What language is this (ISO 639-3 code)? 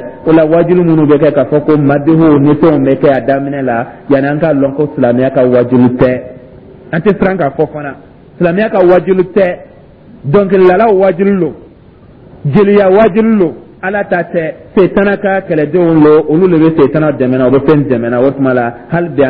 dyu